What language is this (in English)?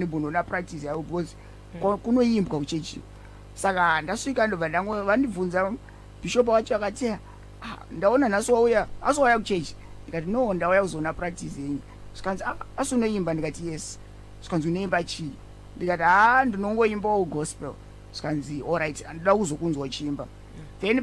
Shona